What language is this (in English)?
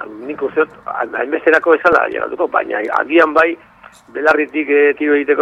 Basque